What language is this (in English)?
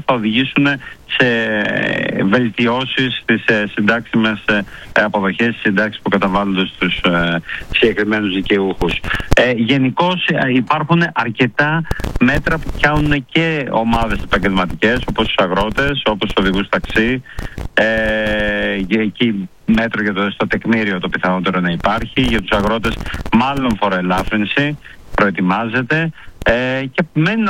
Greek